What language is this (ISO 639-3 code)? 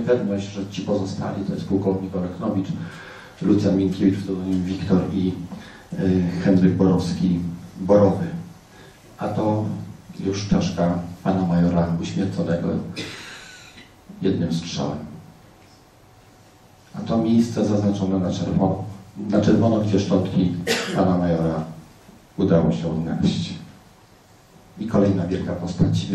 pol